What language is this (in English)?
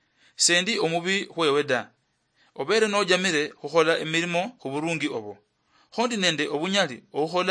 Luyia